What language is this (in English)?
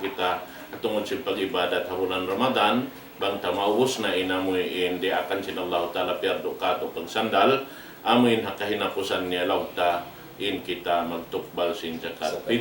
Tausug